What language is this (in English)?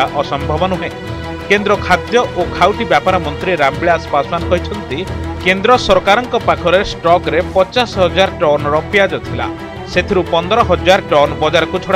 Odia